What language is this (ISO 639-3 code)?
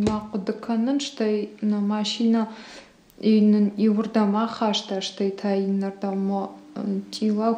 oss